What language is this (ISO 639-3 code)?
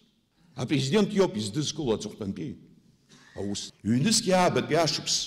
abk